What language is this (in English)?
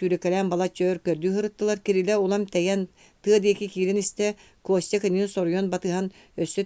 Yakut